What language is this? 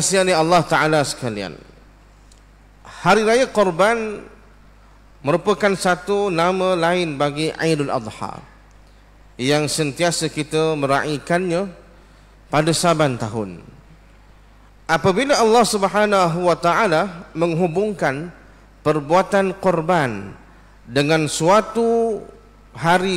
Malay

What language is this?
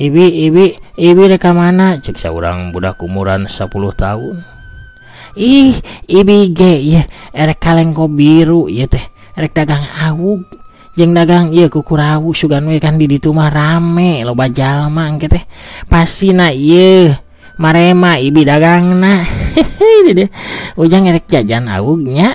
Sundanese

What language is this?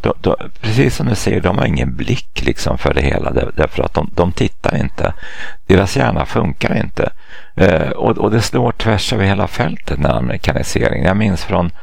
Swedish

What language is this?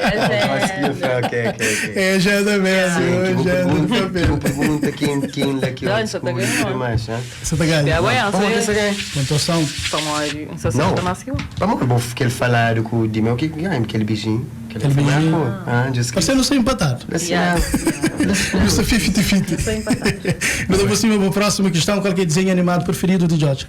Kabuverdianu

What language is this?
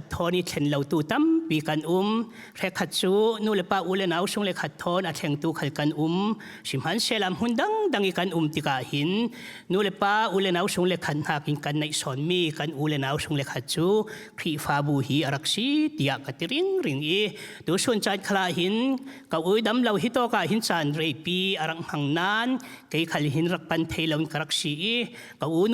Falam Chin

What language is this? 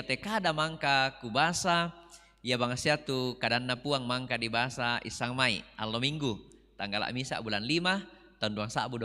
Toraja-Sa'dan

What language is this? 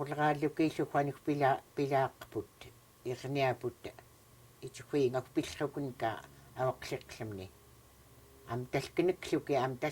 Central Yupik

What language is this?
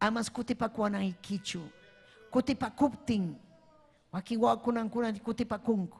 Ayacucho Quechua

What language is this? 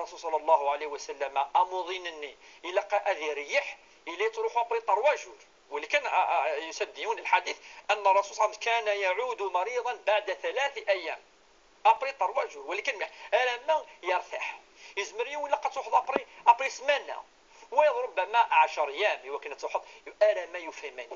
Kabyle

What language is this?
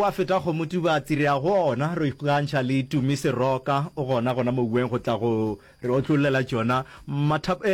Northern Sotho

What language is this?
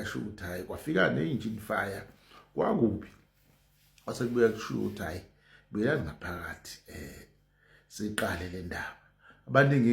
Zulu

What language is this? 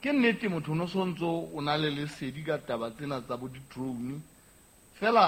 Southern Sotho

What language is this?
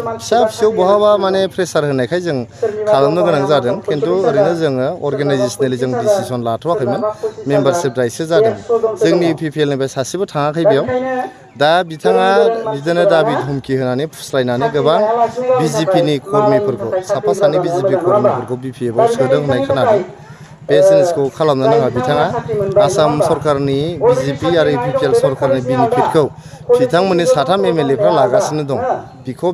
Bodo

